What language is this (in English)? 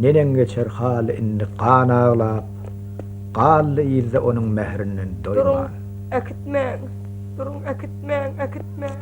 Turkmen